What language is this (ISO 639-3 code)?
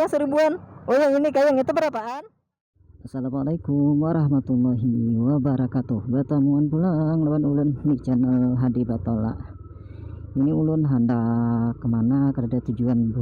bjn